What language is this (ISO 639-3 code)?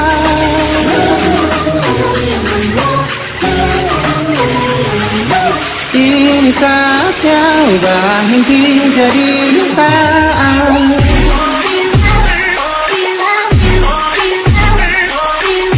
ind